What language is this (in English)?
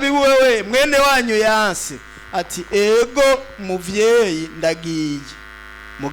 Rundi